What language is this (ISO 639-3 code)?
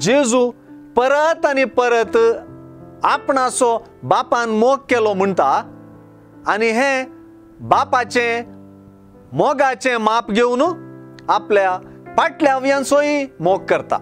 kok